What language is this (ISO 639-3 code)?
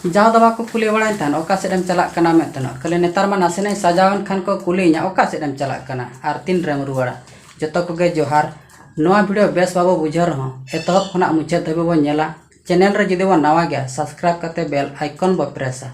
sat